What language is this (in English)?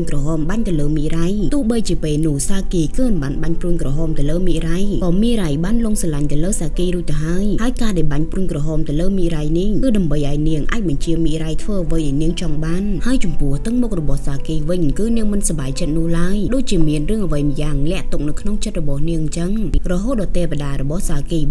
Khmer